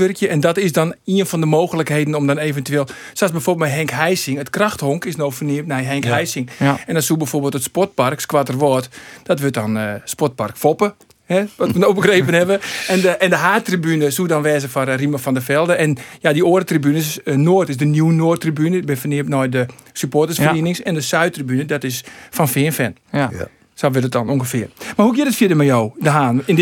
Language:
Western Frisian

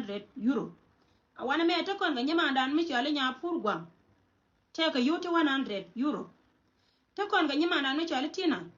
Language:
Nuer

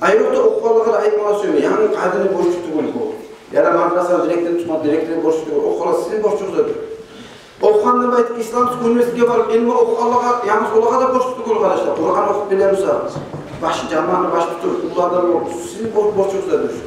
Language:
Kumyk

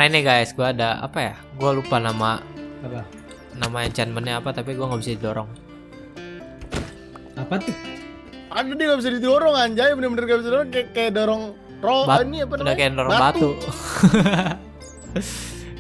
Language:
Indonesian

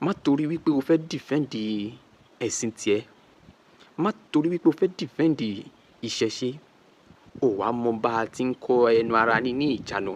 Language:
Yoruba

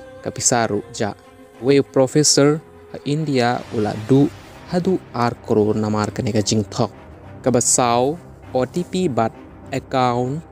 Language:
Khasi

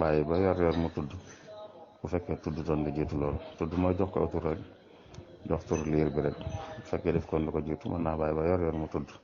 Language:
Wolof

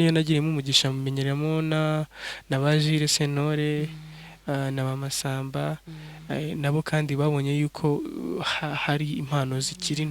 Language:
Kinyarwanda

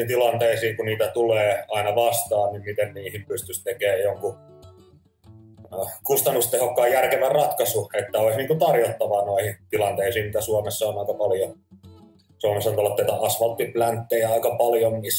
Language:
Finnish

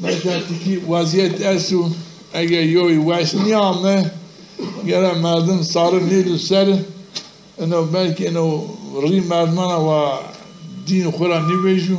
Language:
Zaza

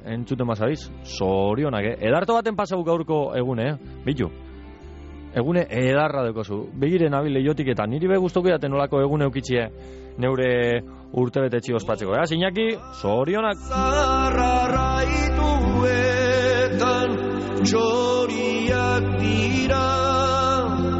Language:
Basque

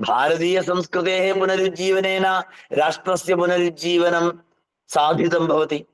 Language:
Sanskrit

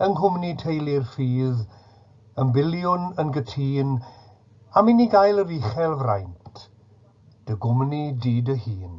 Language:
Welsh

